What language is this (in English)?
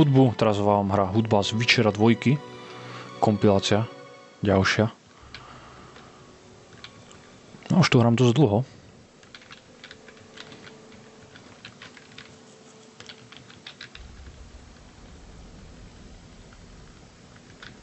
Slovak